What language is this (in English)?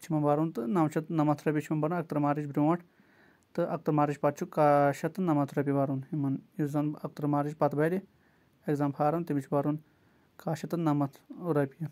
Kashmiri